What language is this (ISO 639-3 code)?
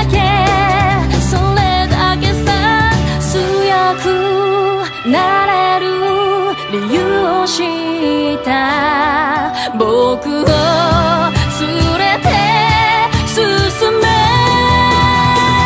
jpn